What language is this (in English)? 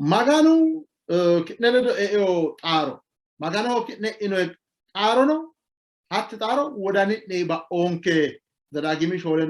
Sidamo